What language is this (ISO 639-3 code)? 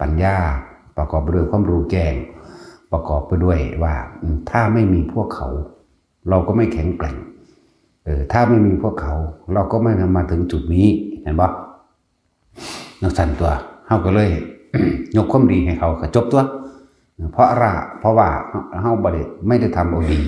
tts